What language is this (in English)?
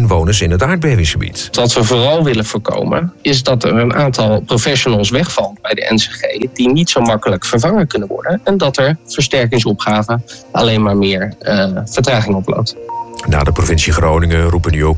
Dutch